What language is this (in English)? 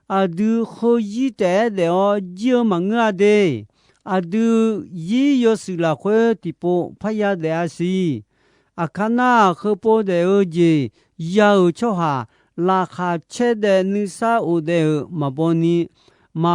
Akha